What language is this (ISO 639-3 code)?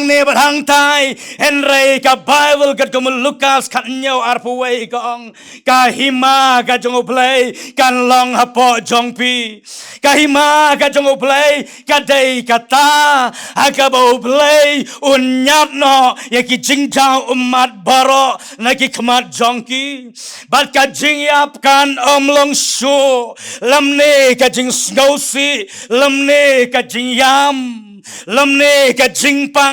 kha